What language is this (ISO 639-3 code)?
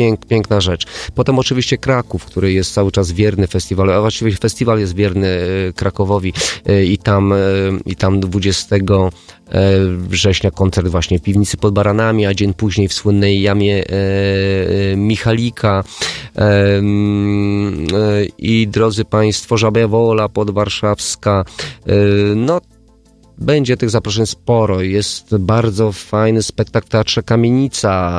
pol